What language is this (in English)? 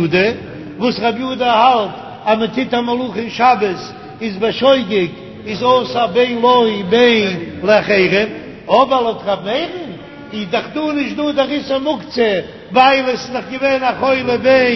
Yiddish